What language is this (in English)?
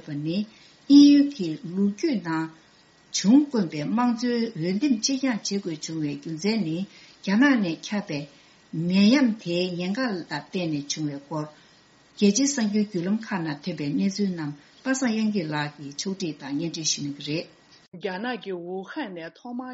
Tibetan